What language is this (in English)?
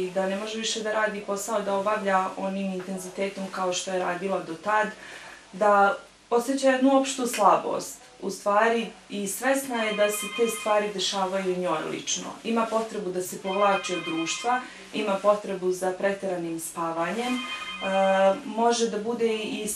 Bosnian